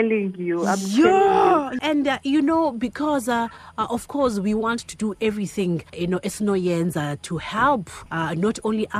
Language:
Xhosa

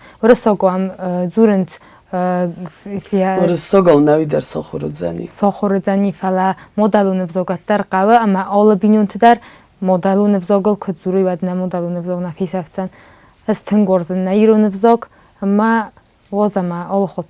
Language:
Ossetic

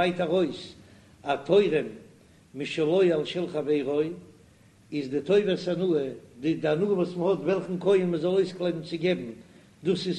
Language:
Yiddish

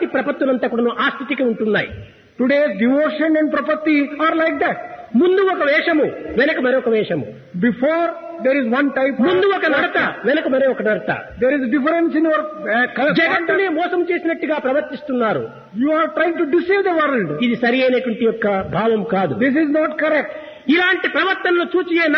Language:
Telugu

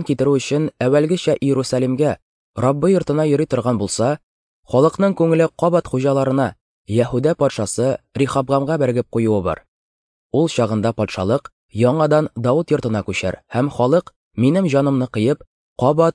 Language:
Tatar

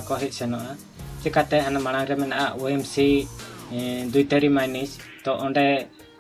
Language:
Santali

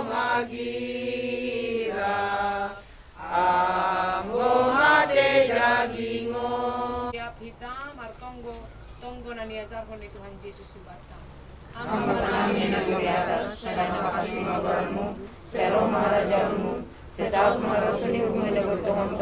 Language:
Batak Simalungun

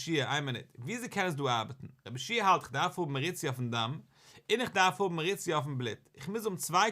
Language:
Yiddish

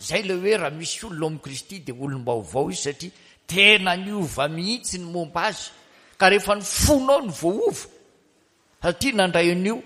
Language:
Malagasy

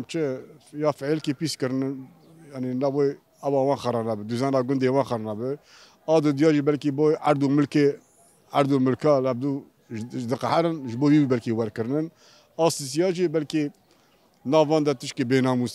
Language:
Kurdish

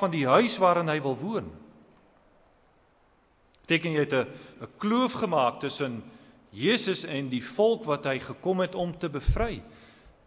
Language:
Afrikaans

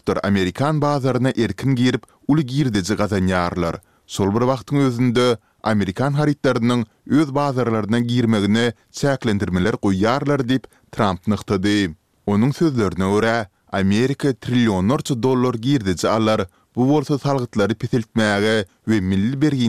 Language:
Kyrgyz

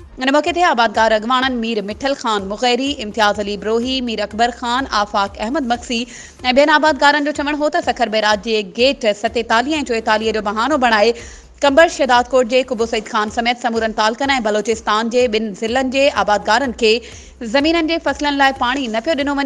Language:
Sindhi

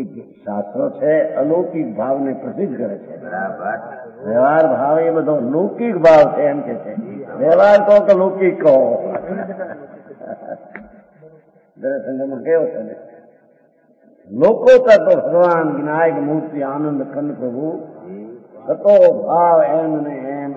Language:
Gujarati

